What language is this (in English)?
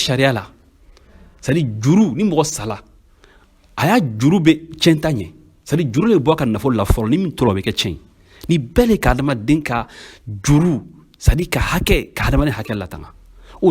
Bambara